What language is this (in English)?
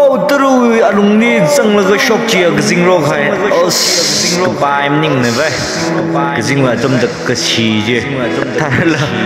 Tangkhul Naga (India)